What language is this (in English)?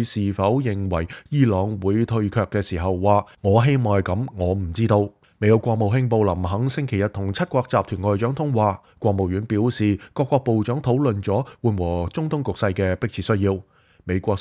Cantonese